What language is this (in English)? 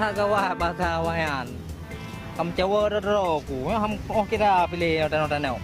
Achinese